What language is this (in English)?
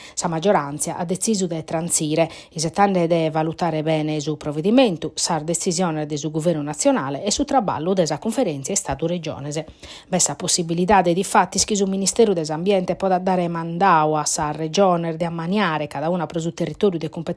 Sardinian